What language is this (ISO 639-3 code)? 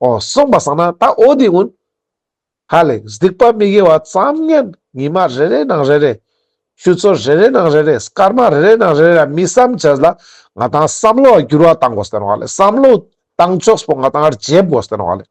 lbj